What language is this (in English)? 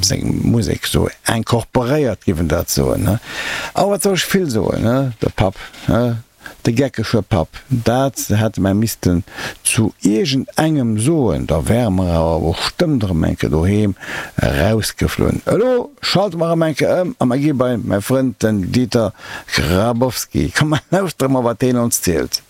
Luxembourgish